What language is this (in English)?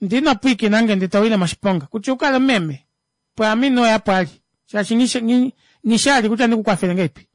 Kuanyama